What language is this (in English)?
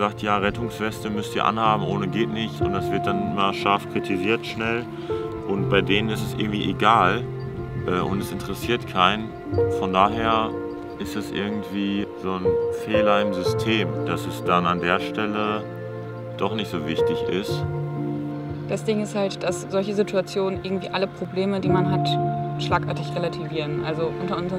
German